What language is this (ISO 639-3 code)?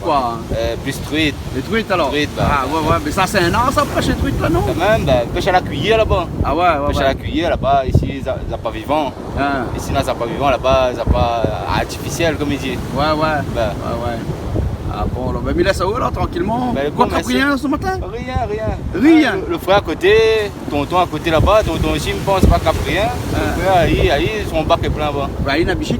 rcf